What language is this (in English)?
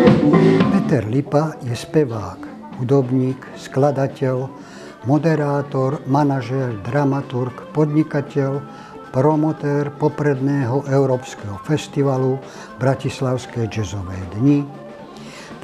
Slovak